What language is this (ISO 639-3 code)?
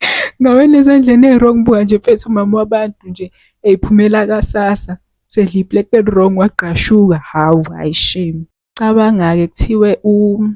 zul